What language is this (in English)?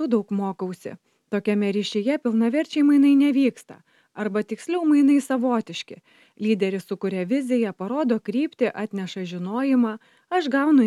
Lithuanian